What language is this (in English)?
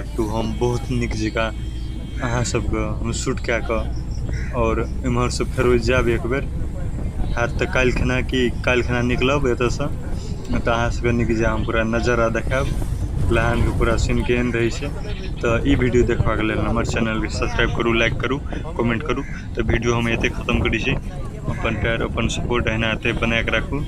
Maithili